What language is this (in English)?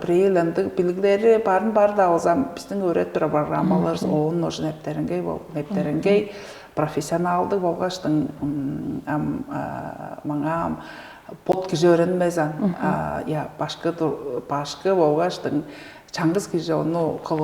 Tuvinian